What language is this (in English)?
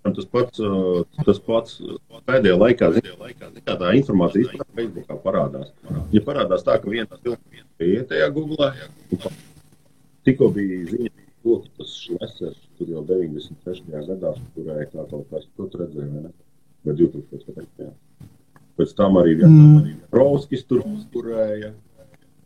Latvian